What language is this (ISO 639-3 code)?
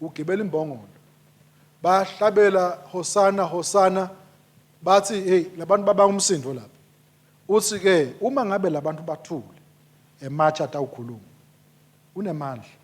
ssw